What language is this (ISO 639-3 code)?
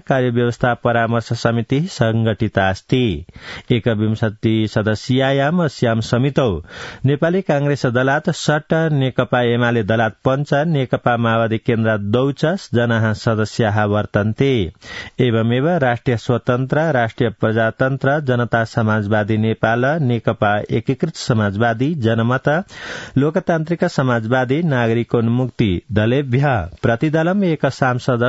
san